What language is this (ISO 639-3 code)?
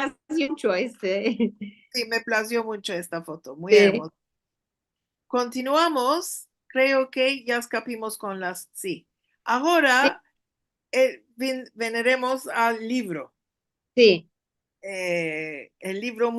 lad